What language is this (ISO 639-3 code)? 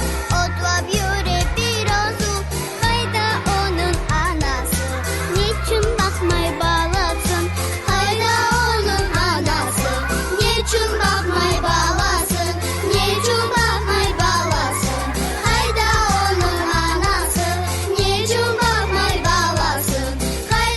crh